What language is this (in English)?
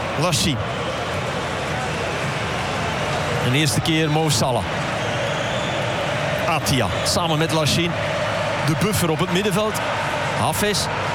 Dutch